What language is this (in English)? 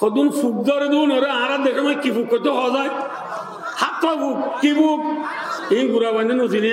Rohingya